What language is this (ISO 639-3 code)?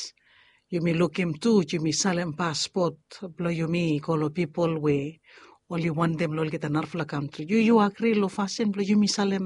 bis